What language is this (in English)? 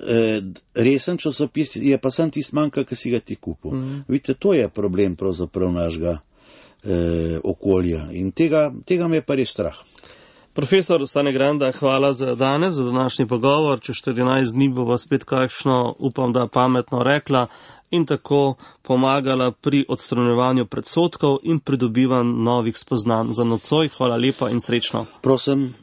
Slovenian